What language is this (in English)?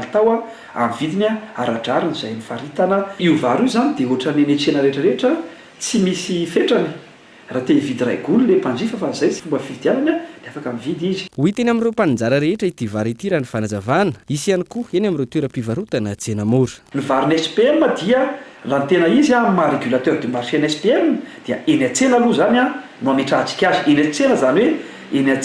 Malagasy